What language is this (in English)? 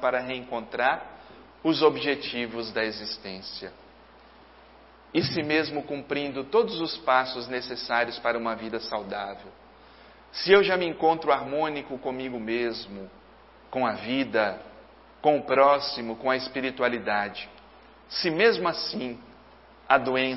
Portuguese